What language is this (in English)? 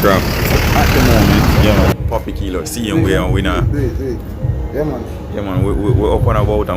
Jamaican Creole English